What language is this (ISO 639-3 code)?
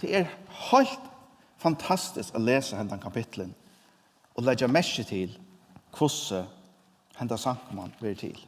fao